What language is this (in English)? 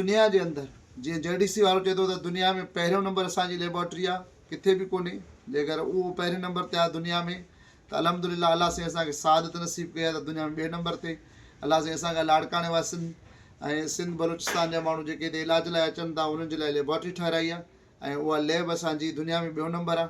Sindhi